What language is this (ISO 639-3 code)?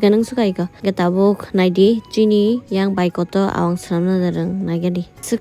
trp